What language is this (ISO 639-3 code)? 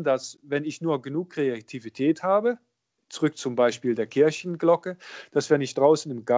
deu